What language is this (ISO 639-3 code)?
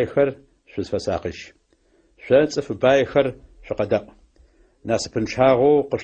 ady